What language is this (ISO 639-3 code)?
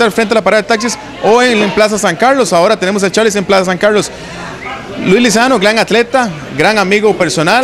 spa